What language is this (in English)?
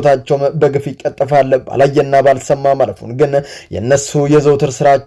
Amharic